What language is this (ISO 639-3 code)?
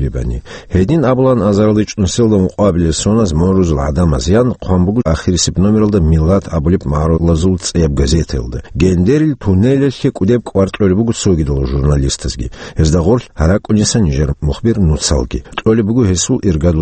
ava